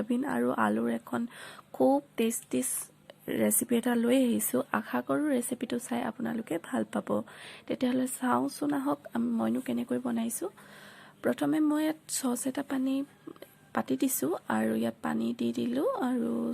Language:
Assamese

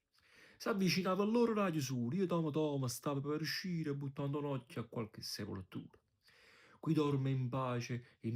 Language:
Neapolitan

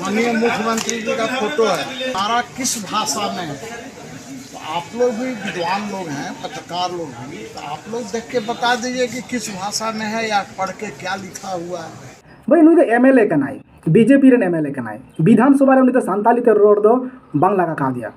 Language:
Santali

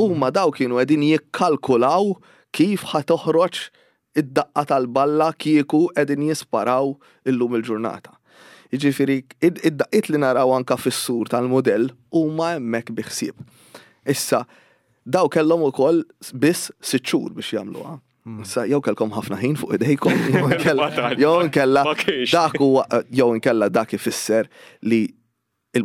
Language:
Maltese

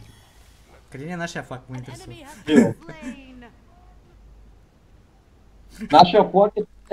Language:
Bulgarian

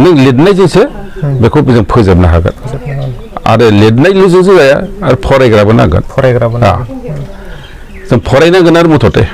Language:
Bodo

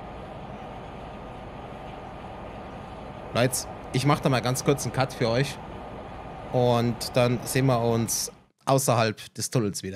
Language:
German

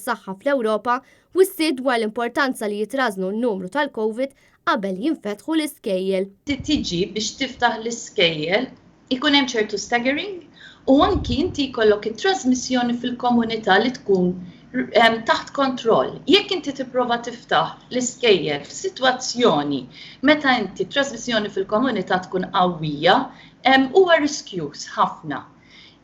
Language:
Maltese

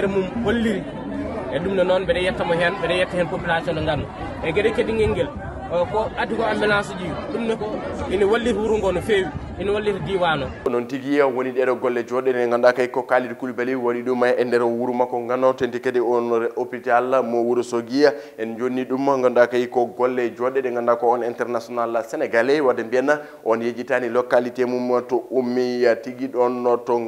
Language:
Fula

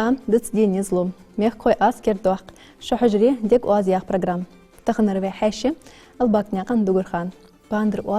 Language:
Ingush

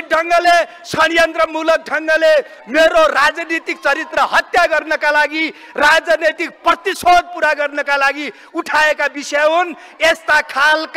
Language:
Nepali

